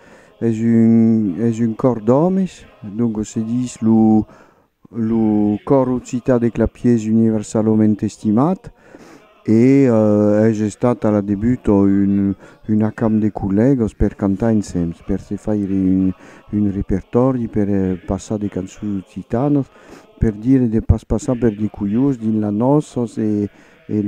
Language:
Occitan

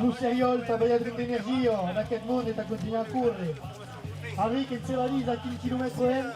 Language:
Occitan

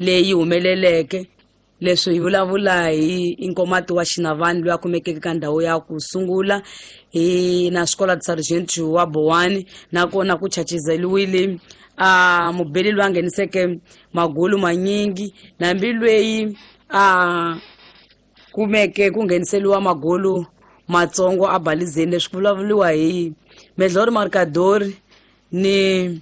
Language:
Tsonga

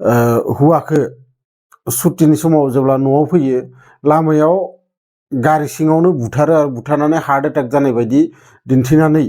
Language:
Bodo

